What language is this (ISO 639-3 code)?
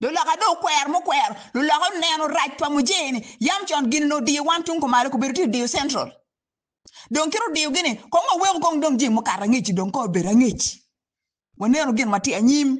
ach